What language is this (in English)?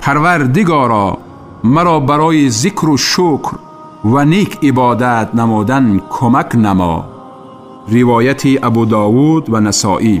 Tajik